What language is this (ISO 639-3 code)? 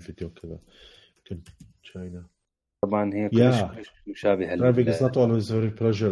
acm